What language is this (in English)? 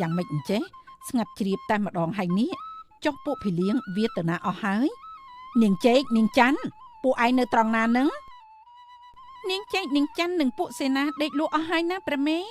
Khmer